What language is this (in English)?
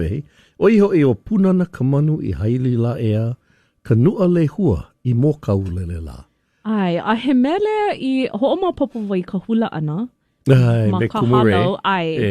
Hawaiian